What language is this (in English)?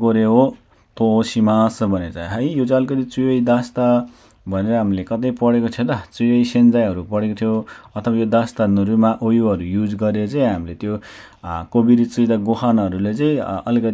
Nepali